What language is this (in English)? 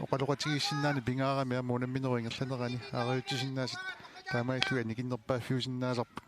Kalaallisut